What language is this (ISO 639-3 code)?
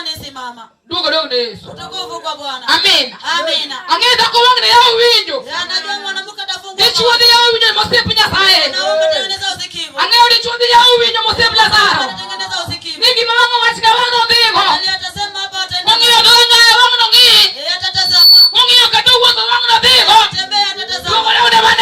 luo